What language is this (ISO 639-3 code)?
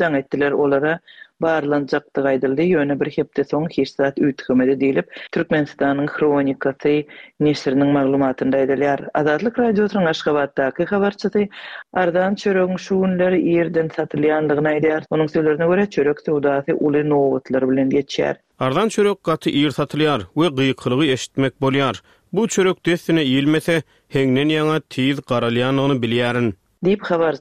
tuk